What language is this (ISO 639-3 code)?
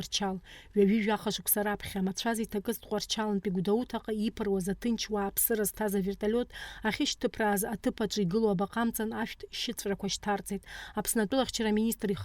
abk